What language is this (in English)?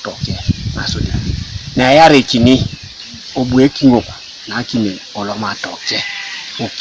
Teso